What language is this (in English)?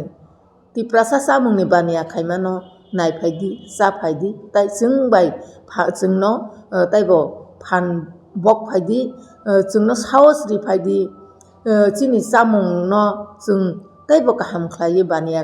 Kok Borok